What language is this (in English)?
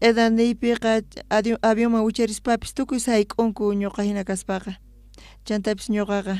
South Bolivian Quechua